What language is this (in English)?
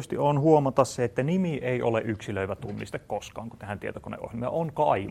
Finnish